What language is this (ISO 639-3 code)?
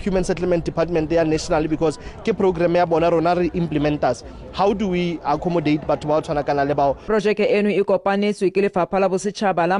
nso